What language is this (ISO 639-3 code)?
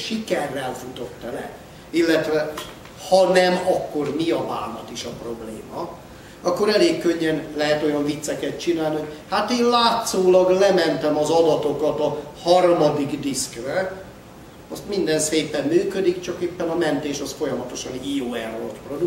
hun